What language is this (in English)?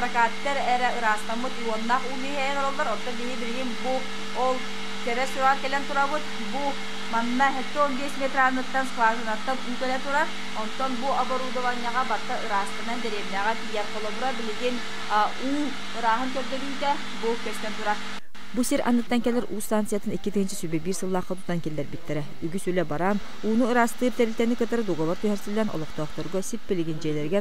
Yakut